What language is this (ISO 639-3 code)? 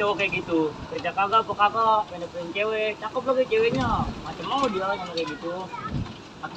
bew